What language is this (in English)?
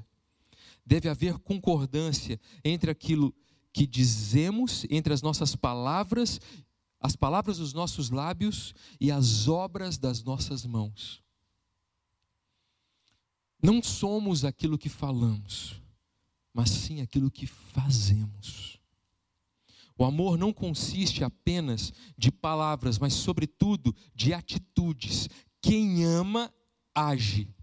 Portuguese